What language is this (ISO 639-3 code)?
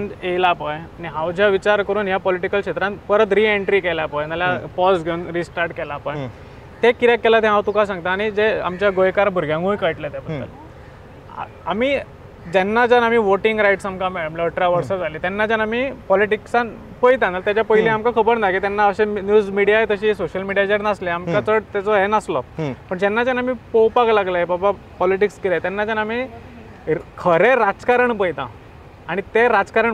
kok